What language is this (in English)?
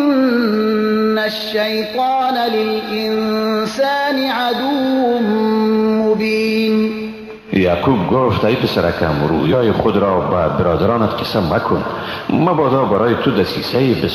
Persian